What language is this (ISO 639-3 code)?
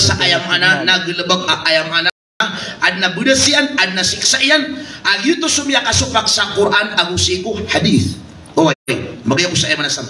mrw